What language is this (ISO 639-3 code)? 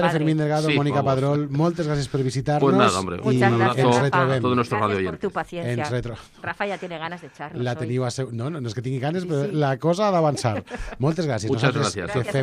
cat